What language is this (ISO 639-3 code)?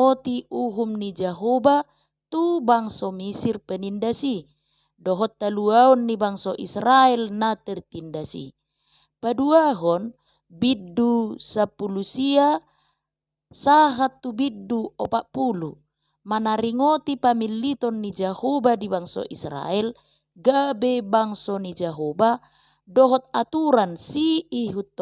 bbc